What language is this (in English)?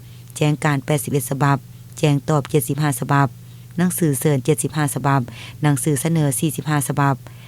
Lao